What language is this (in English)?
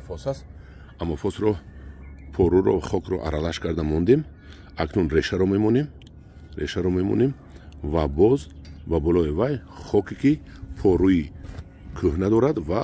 Tajik